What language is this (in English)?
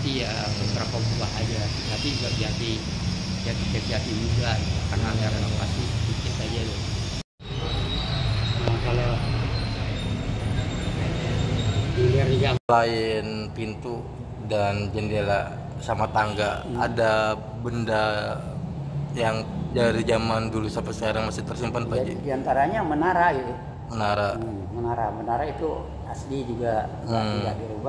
Indonesian